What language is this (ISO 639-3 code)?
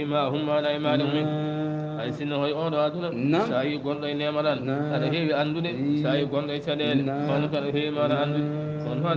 ful